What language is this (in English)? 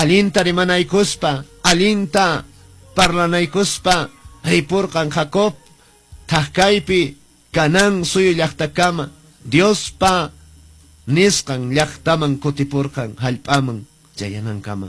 Quechua